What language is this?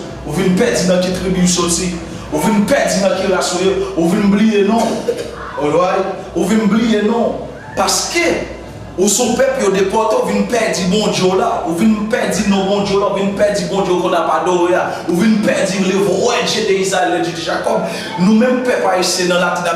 Haitian Creole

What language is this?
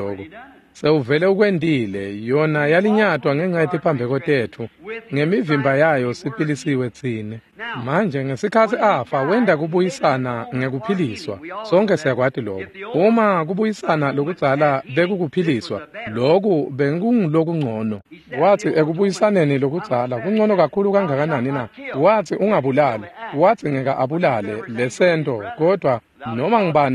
Swati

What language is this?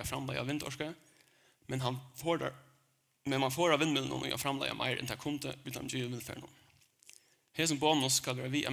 Faroese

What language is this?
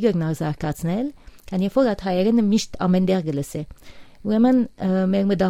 Western Armenian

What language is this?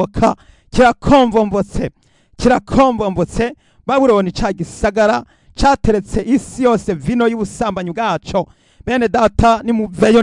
Rundi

